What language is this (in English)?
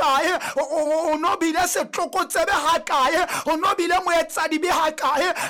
Southern Sotho